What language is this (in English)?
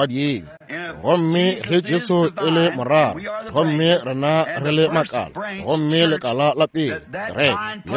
Northern Sotho